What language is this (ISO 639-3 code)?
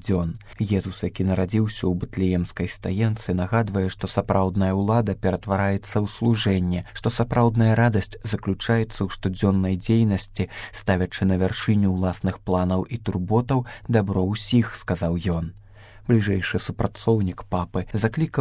bel